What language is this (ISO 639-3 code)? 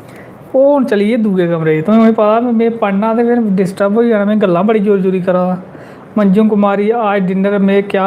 doi